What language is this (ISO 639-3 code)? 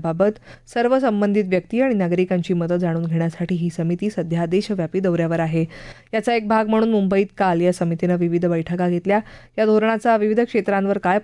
mar